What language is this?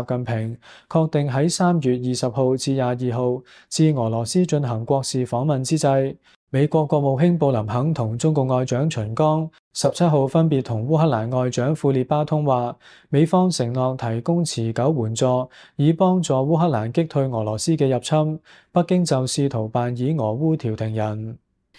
Cantonese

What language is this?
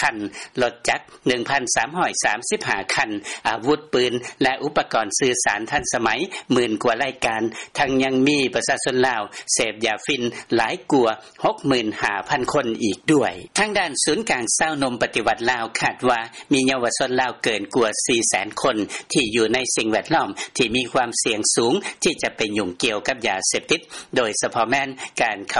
Lao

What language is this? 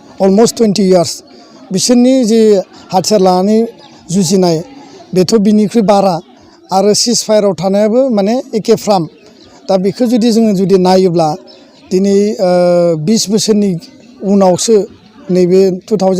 Bodo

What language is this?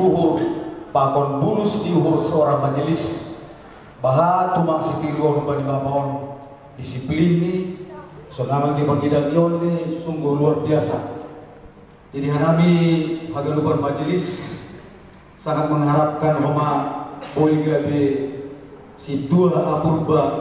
Batak Simalungun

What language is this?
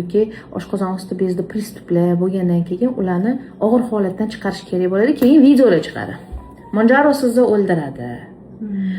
Uzbek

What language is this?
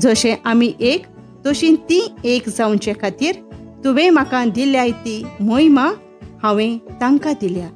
Konkani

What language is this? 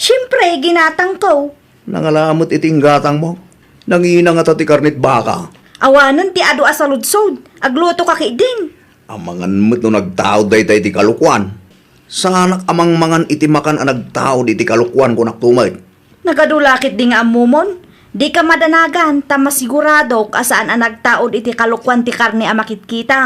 Iloko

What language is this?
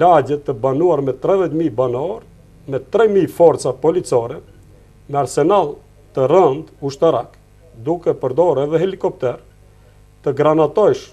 Albanian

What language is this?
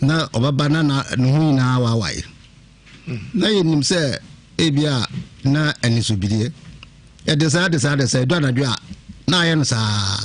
Akan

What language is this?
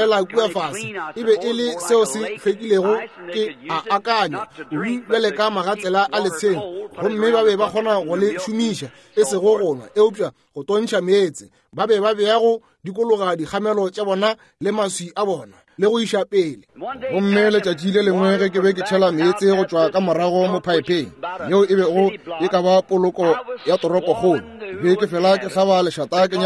Northern Sotho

